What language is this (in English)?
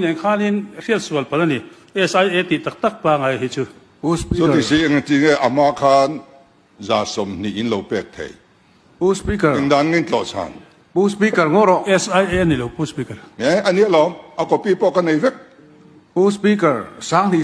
Mizo